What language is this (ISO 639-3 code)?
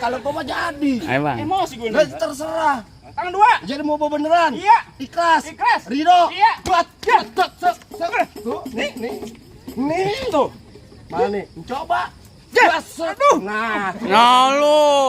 bew